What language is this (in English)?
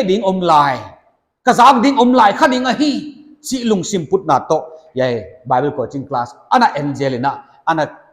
Paite Chin